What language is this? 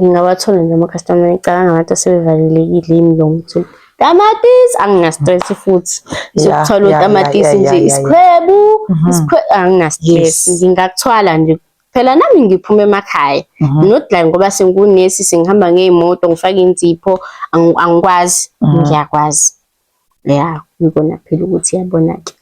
Zulu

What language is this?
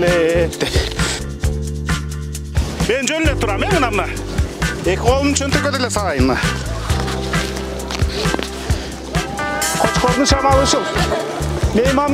Kyrgyz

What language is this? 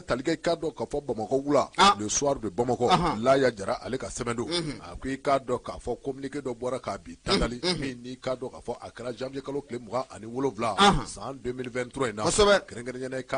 Bambara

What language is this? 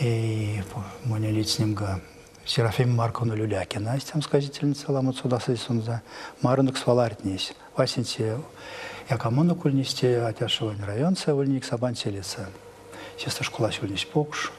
Erzya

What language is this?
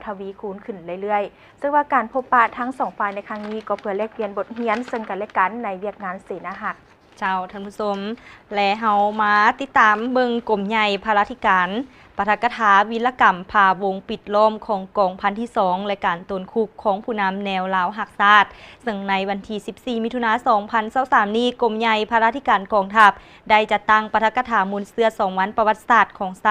Lao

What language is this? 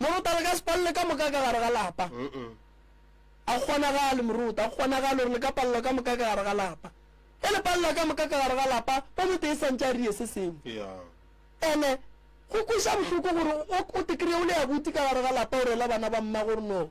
Northern Sotho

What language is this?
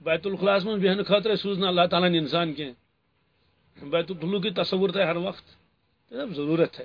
Kashmiri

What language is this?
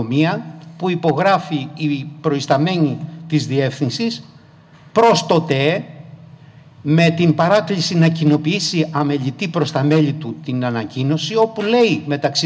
Greek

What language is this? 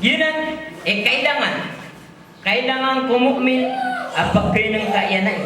Maranao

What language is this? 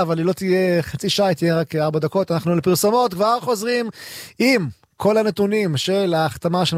Hebrew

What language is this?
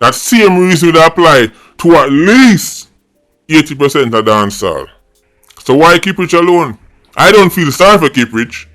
Jamaican Creole English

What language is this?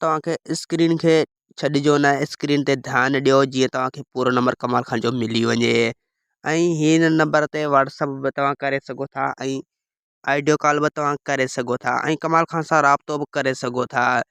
Sindhi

